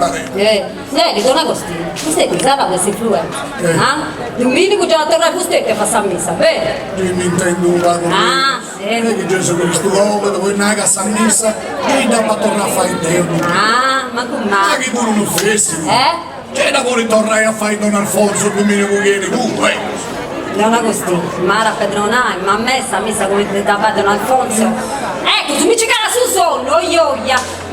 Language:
Sardinian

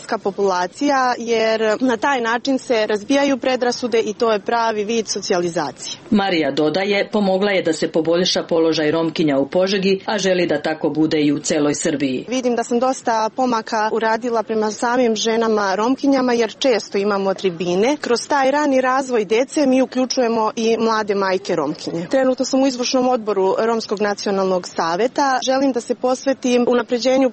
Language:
Serbian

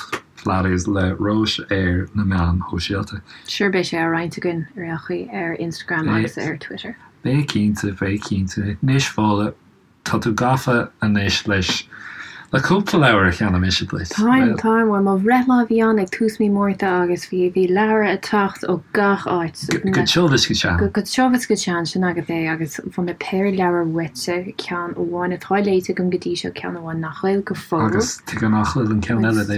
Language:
Irish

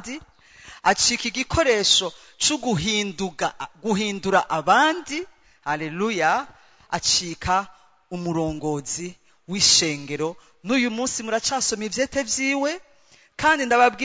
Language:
Rundi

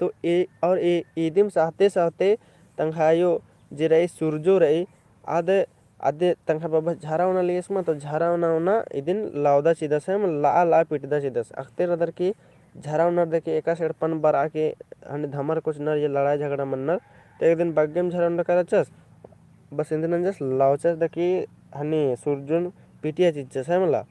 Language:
Kurukh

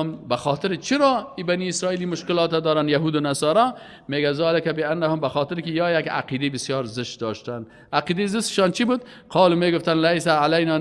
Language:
Persian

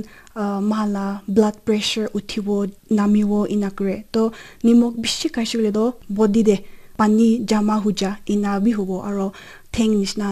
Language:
Naga Pidgin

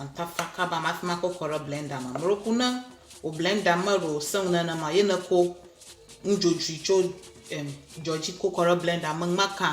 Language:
Ewe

